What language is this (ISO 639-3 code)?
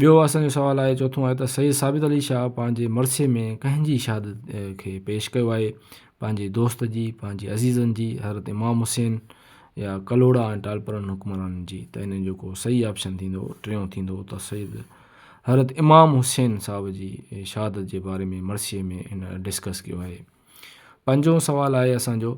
snd